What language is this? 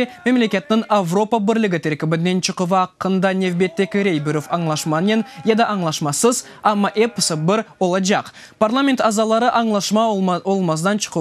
Crimean Tatar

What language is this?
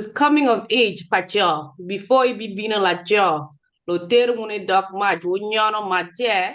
Acoli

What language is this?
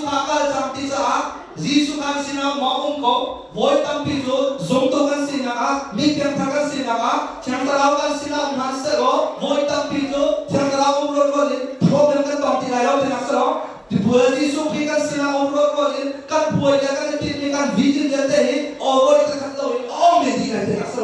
Hakha Chin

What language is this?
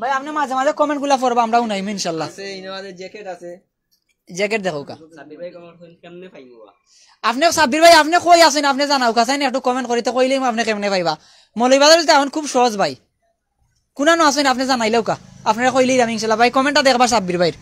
Sylheti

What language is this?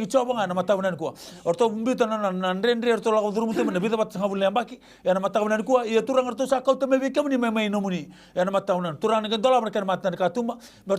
Fijian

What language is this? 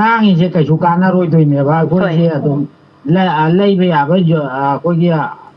Manipuri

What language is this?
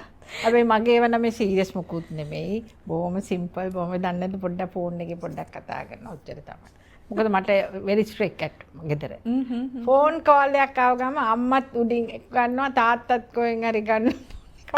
Sinhala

